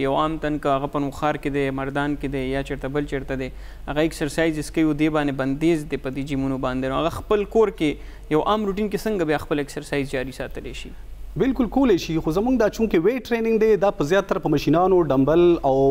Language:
Pashto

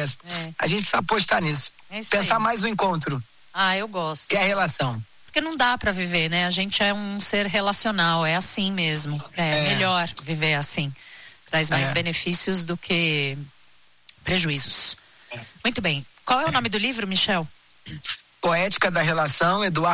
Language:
Portuguese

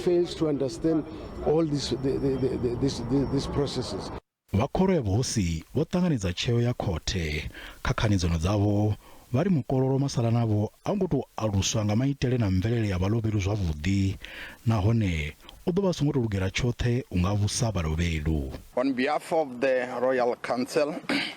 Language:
Venda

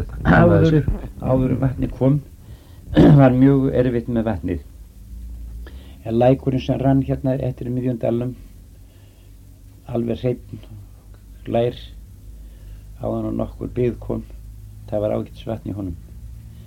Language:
Icelandic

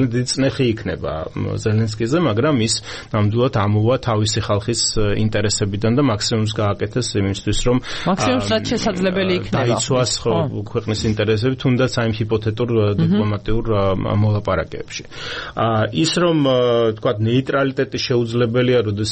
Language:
Georgian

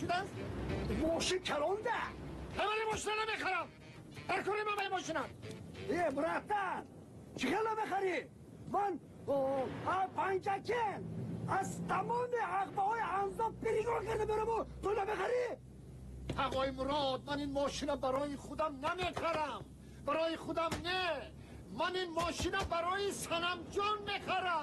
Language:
Tajik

